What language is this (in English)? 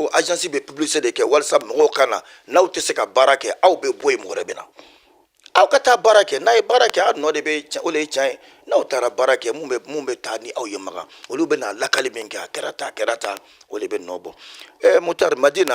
Bambara